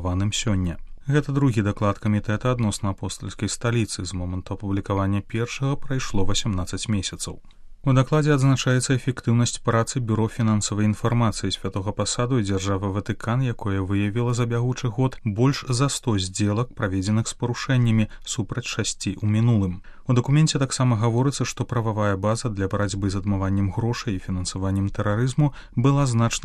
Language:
Belarusian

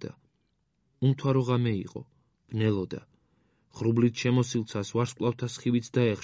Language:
Georgian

